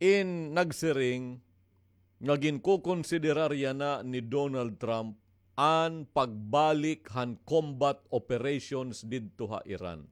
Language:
Waray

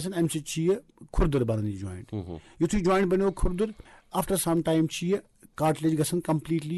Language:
Kashmiri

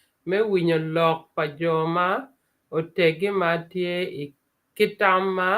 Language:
Acoli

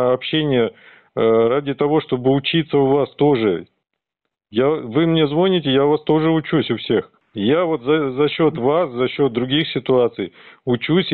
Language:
Russian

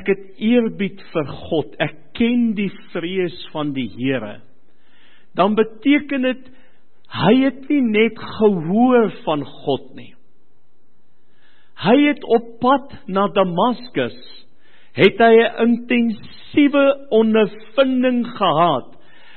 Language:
Afrikaans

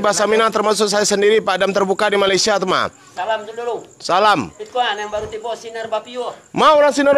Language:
Minangkabau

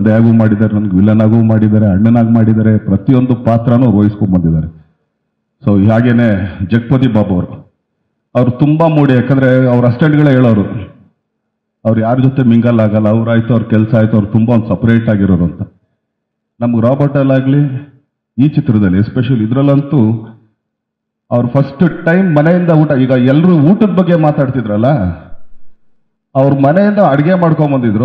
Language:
Kannada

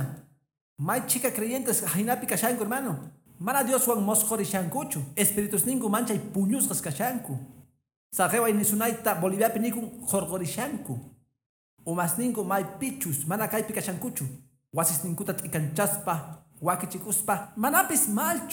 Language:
Quechua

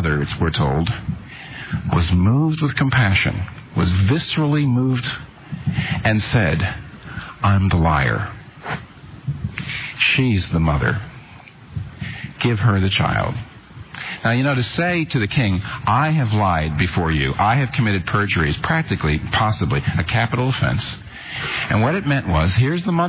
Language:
English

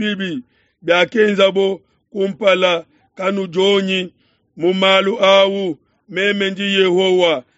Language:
Luba-Lulua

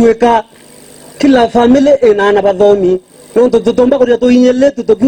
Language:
Meru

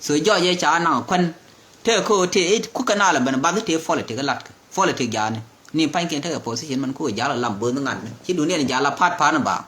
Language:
Nuer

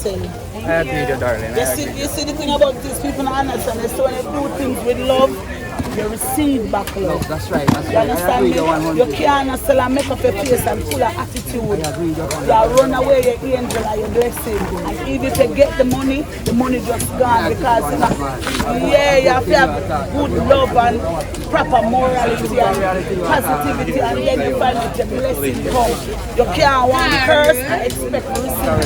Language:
Jamaican Creole English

